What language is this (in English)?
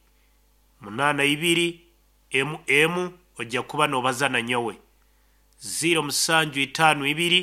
Nyankole